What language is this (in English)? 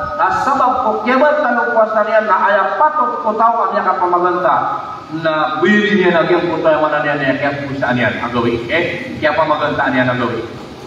Maranao